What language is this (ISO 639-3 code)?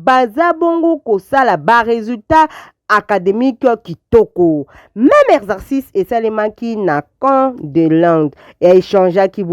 lin